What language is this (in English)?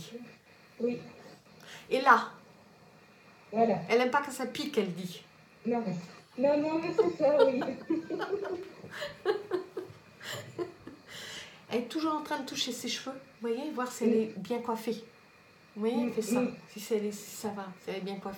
French